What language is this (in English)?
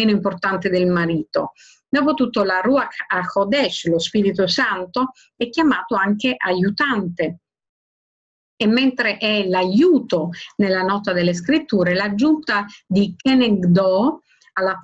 Italian